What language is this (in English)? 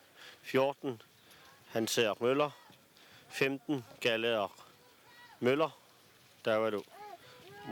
Kalaallisut